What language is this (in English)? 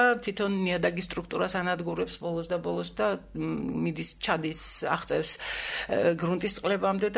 Georgian